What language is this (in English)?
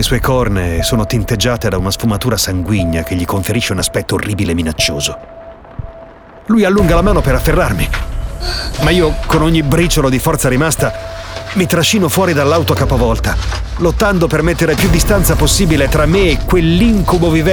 Italian